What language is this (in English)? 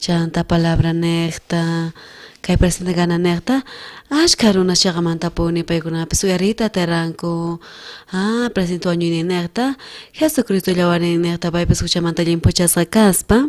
South Bolivian Quechua